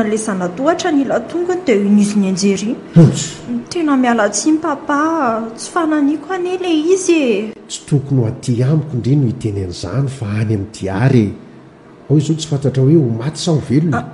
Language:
Malagasy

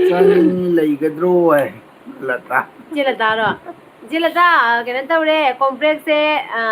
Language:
Manipuri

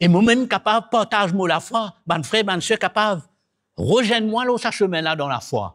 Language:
Morisyen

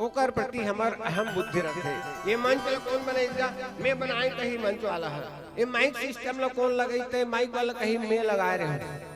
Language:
Chhattisgarhi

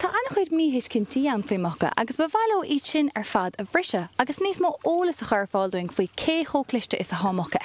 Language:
Irish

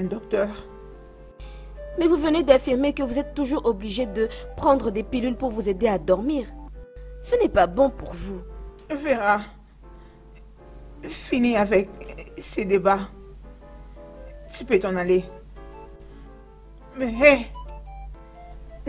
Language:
French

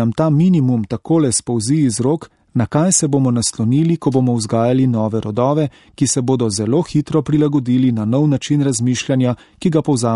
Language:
Slovenian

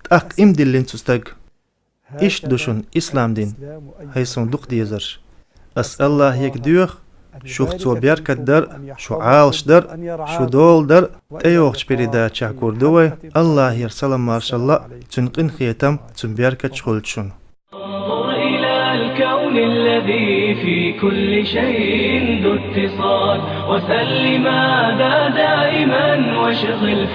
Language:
Chechen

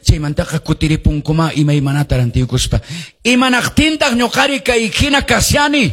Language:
Quechua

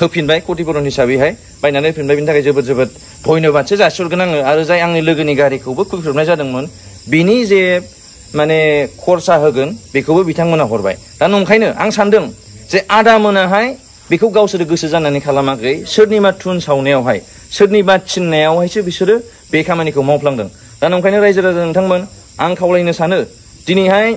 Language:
Bodo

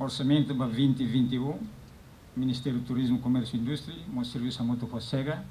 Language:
Tetum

